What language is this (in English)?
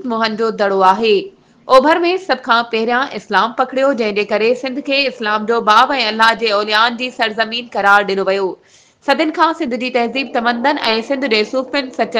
Sindhi